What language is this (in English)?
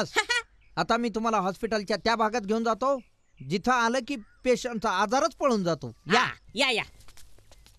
Marathi